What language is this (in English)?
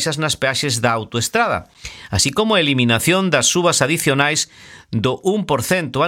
Galician